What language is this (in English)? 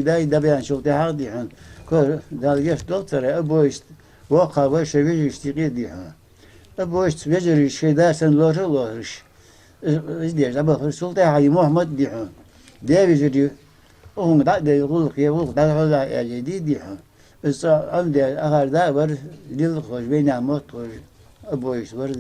Ingush